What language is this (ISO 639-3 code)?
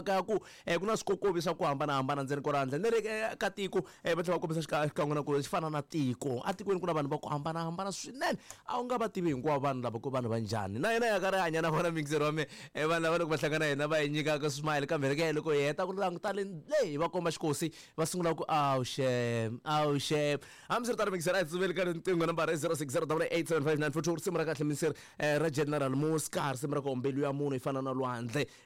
tso